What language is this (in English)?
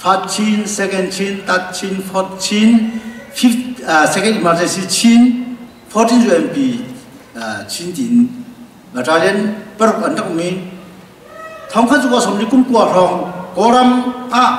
Hakha Chin